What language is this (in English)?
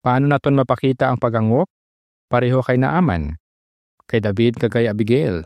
Hiligaynon